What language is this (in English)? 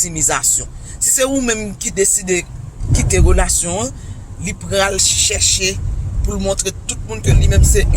Haitian Creole